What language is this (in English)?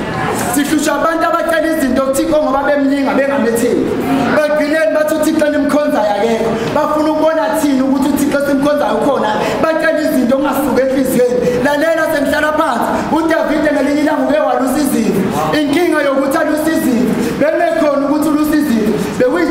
Zulu